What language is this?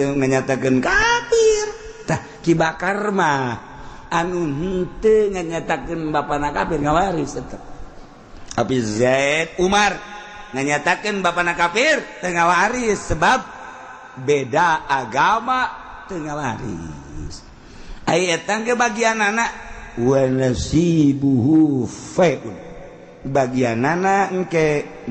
Sundanese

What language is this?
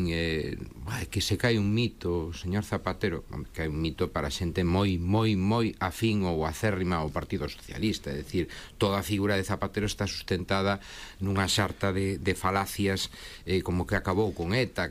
Galician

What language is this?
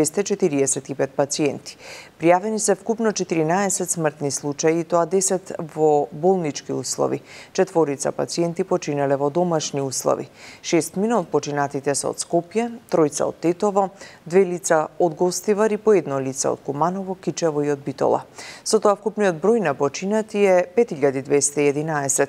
Macedonian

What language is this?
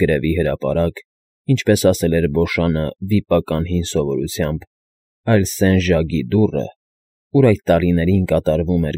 Armenian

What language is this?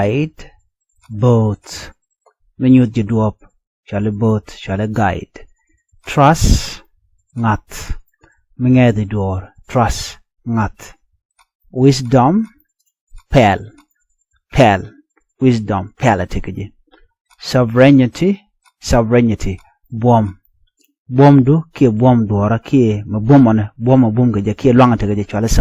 Nuer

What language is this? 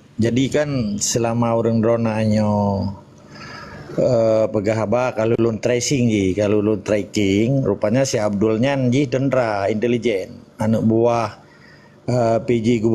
Achinese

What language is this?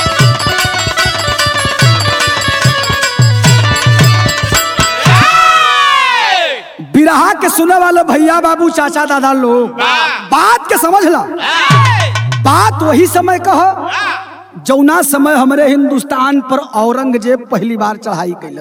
Bhojpuri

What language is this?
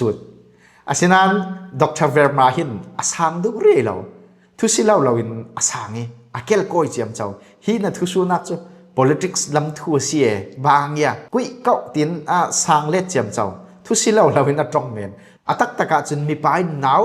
Falam Chin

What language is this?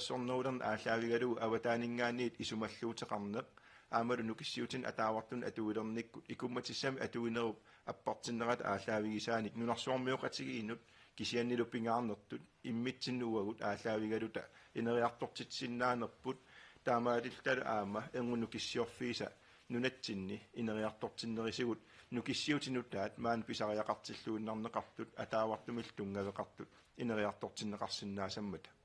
Kalaallisut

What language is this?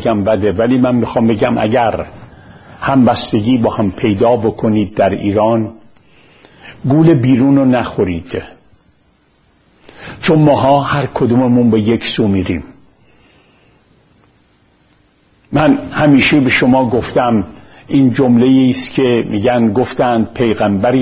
Persian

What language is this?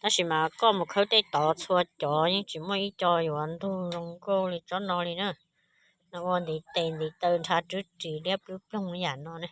Hmong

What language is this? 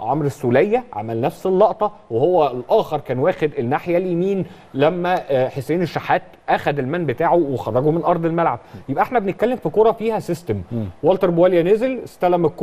Egyptian Arabic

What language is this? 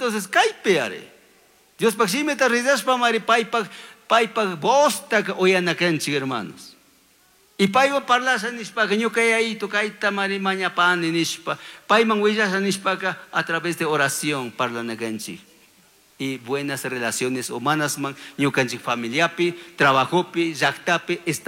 Chimborazo Highland Quichua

